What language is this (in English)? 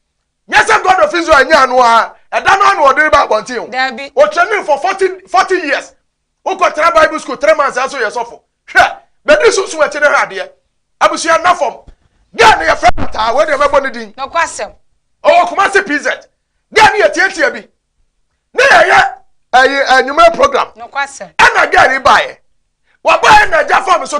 Akan